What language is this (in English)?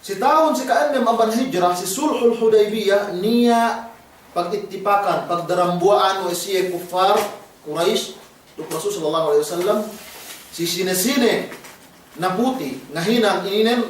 Yakan